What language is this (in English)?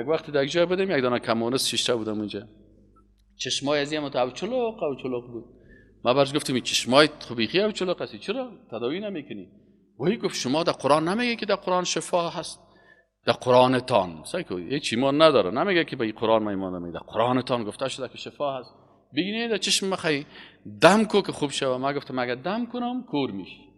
Persian